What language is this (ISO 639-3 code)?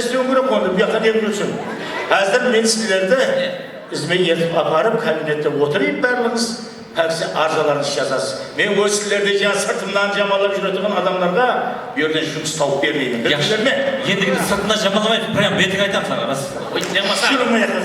kaa